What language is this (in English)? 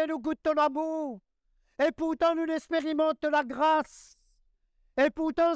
Morisyen